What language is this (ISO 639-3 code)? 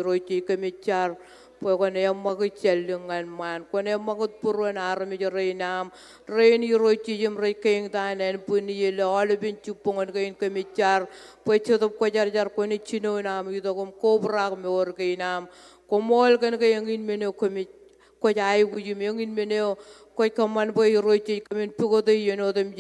mah